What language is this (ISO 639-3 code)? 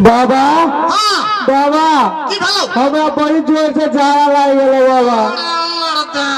mai